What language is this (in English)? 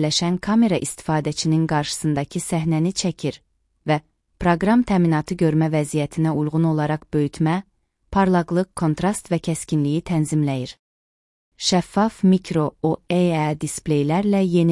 Azerbaijani